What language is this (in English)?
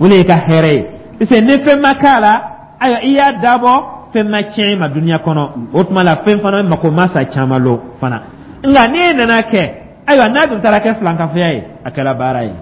Dyula